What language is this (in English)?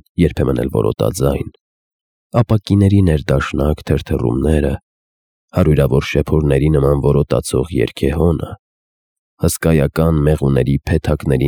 Armenian